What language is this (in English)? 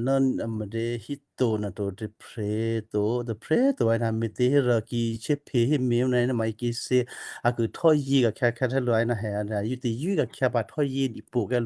Western Kayah